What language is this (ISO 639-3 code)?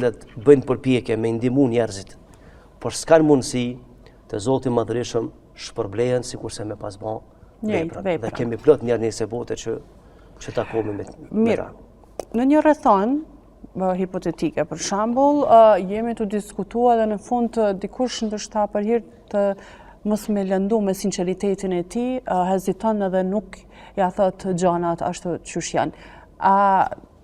sqi